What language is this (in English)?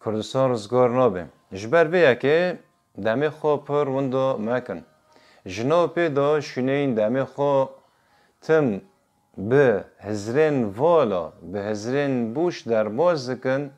Kurdish